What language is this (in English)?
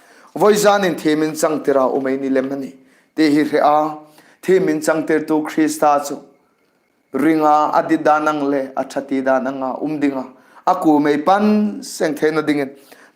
Hmar